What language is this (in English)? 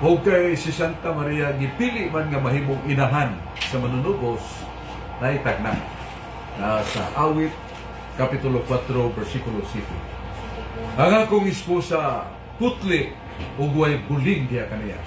Cebuano